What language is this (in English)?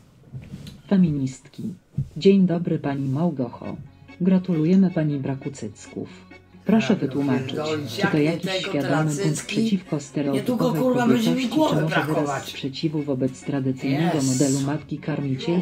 Polish